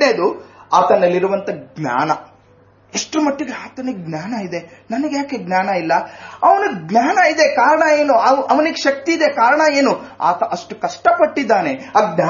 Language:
Kannada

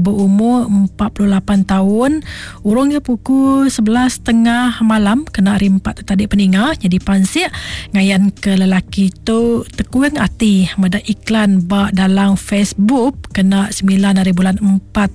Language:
Iban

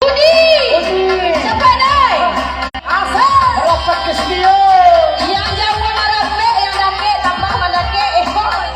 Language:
Minangkabau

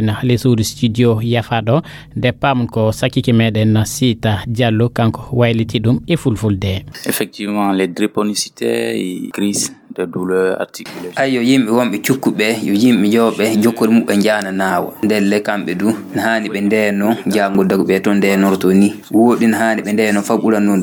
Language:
Fula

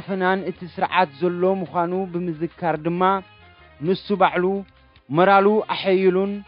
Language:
Tigrinya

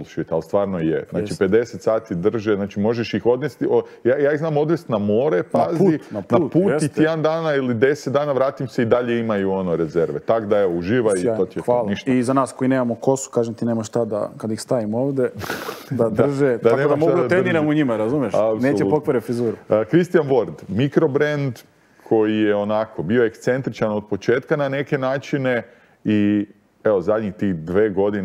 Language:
Serbian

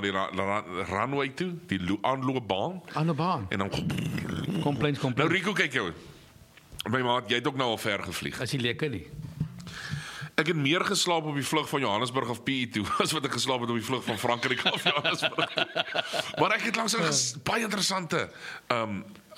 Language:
Afrikaans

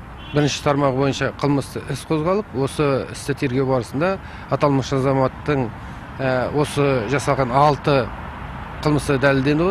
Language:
Kazakh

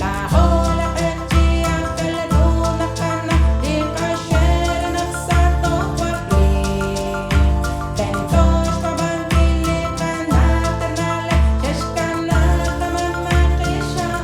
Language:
Kekchí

